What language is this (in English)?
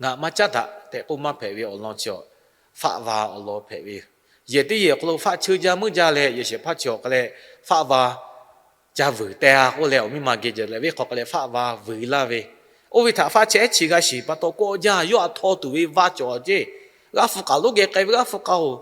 Lahu